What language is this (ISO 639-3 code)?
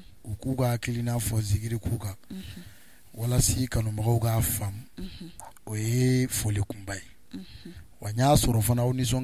bam